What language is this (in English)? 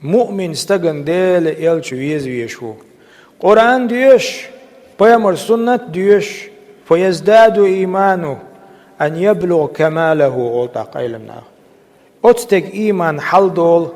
Chechen